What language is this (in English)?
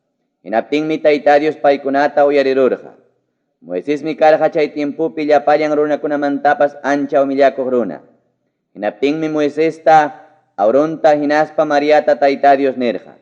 Ayacucho Quechua